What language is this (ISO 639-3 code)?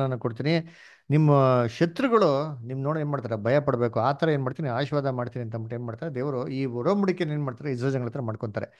kan